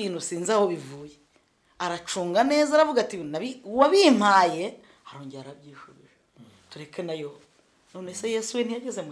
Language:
Kinyarwanda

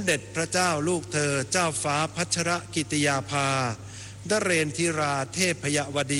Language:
Thai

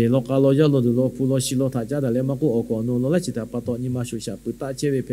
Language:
Lahu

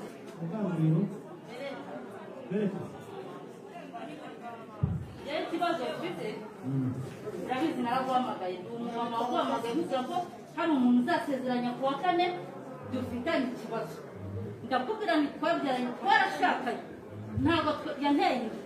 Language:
Kinyarwanda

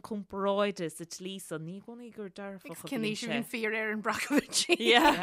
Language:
Irish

